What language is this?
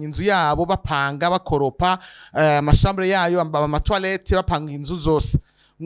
Rundi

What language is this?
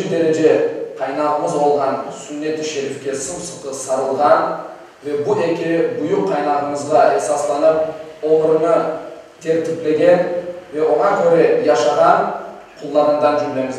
Crimean Tatar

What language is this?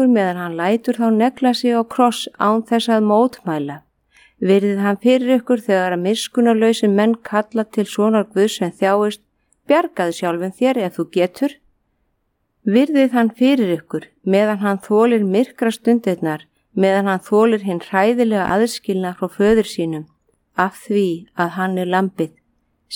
Icelandic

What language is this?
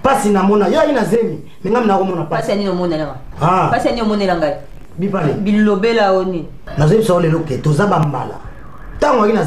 Lingala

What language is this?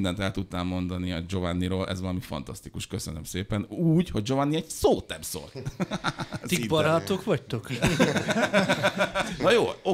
Hungarian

